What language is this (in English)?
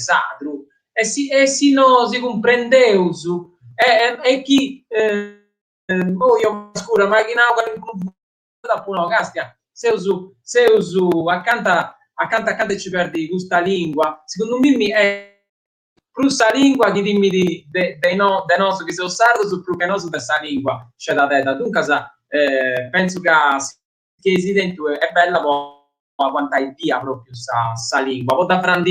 Sardinian